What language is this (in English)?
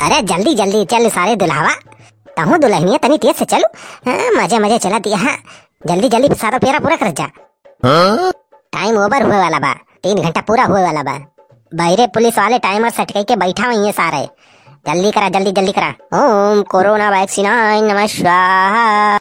Awadhi